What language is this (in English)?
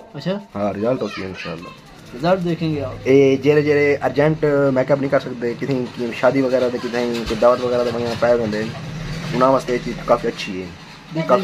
Saraiki